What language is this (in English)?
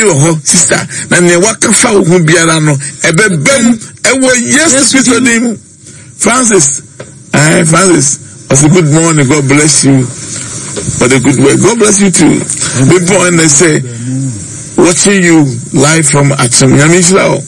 Akan